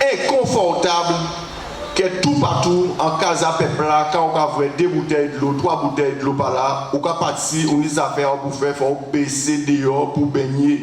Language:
Guadeloupean Creole French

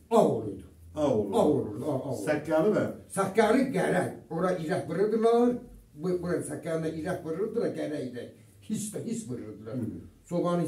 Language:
South Azerbaijani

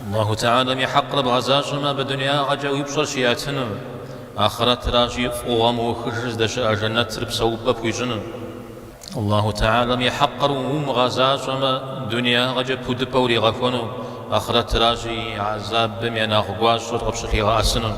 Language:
Kabardian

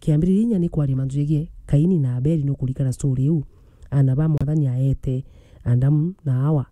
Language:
Meru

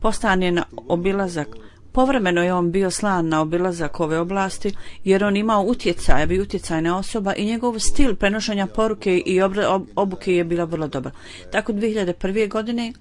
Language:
Bosnian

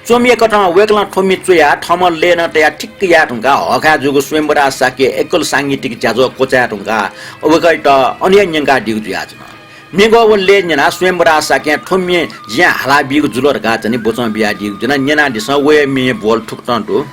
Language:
Newari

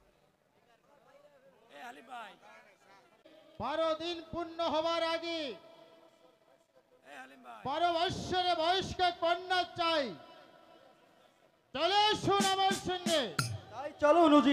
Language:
Bangla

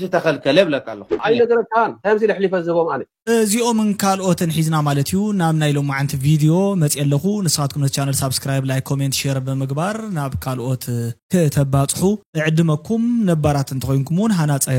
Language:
Tigrinya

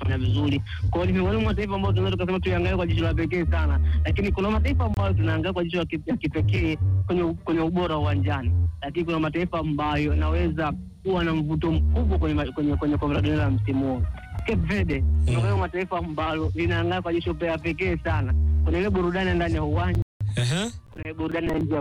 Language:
Swahili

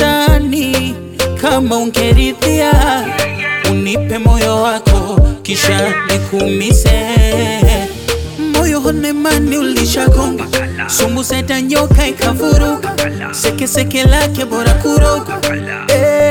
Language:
Swahili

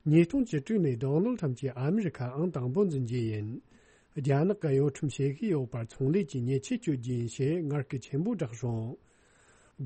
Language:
Tibetan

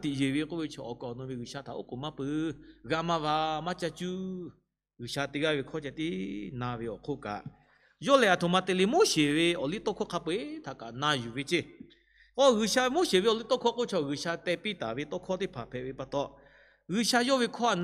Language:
Lahu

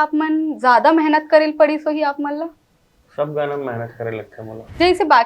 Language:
Chhattisgarhi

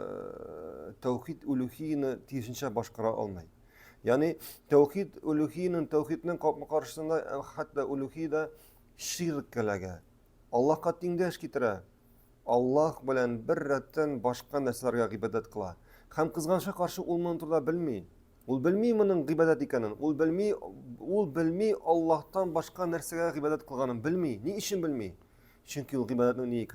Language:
Tatar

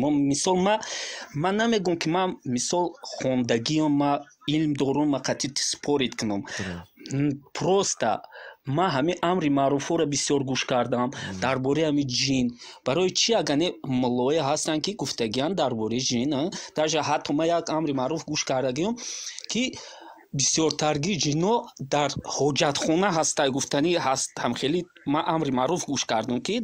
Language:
Tajik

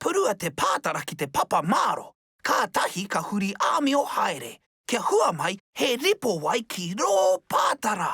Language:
Māori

